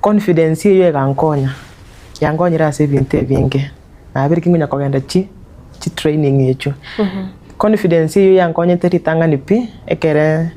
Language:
Gusii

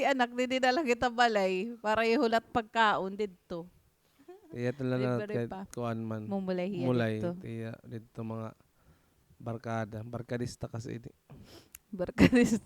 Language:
Waray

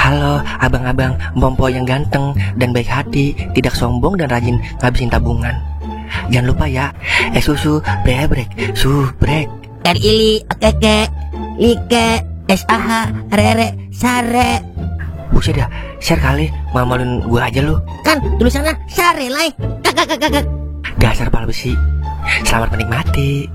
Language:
Betawi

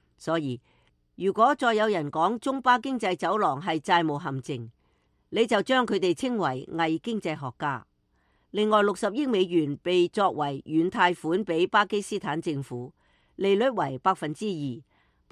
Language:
Cantonese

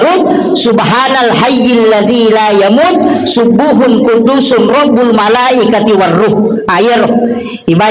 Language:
Buginese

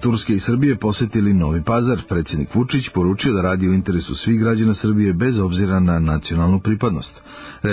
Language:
Serbian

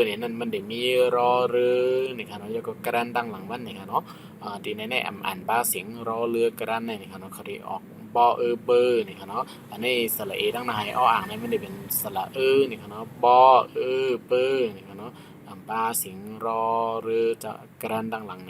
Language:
Shan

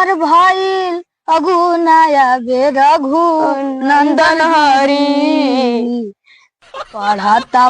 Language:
Magahi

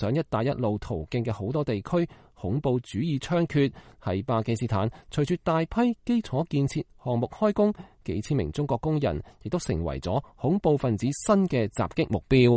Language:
Cantonese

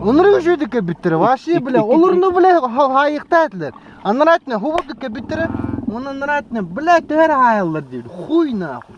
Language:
Yakut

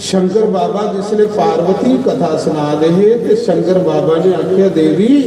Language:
Dogri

